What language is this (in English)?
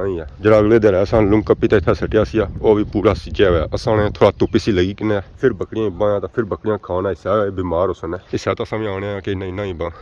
Pahari-Potwari